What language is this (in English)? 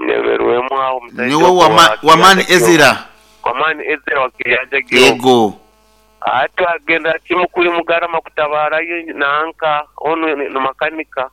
Nyoro